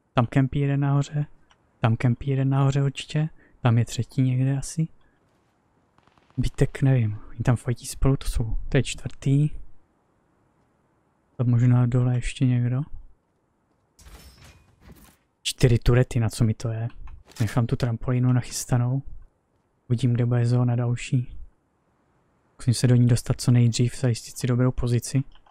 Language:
Czech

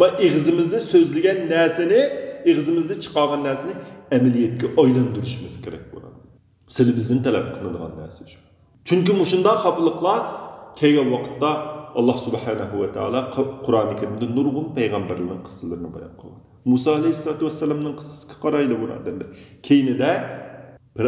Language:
Uyghur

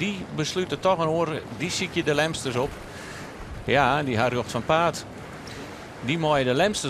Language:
Western Frisian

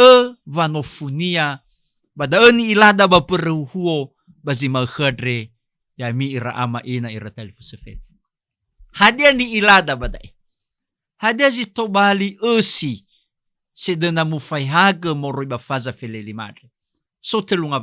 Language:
Nias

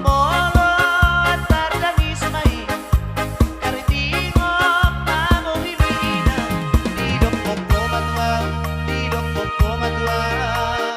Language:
Batak Toba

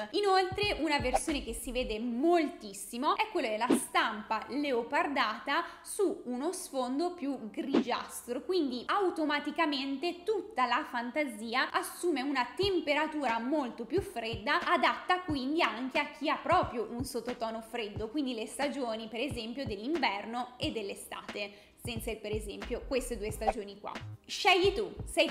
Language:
Italian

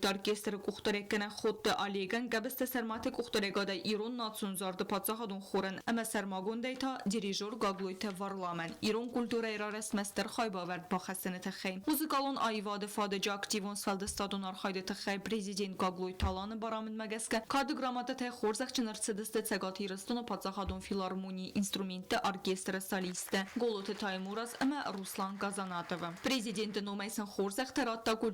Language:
Ossetic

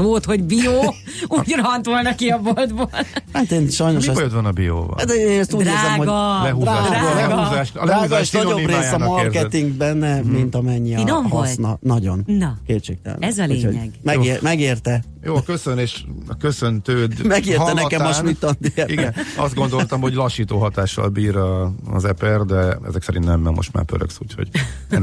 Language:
Hungarian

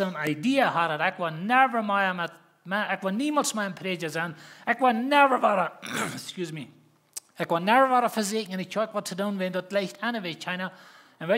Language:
Plautdietsch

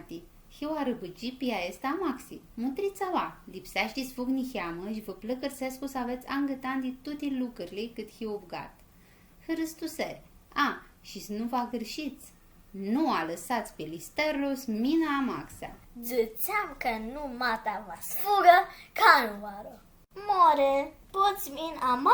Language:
Aromanian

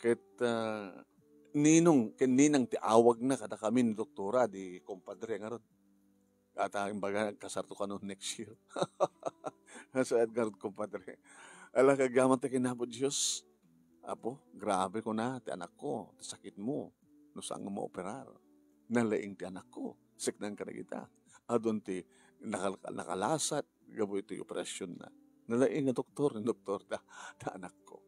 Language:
Iloko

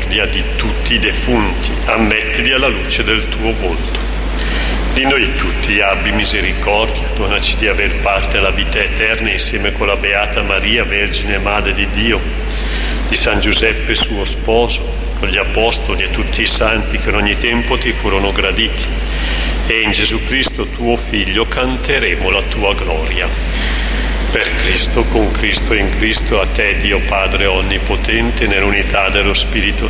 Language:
Italian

